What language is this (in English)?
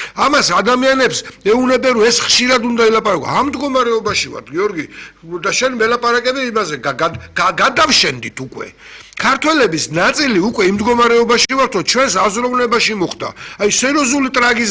Georgian